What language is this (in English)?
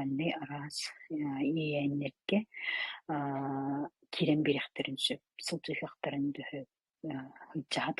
Yakut